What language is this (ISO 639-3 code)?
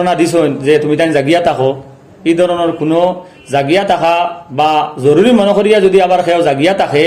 syl